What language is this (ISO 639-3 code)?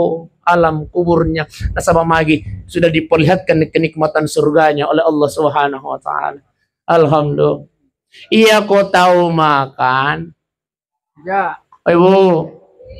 bug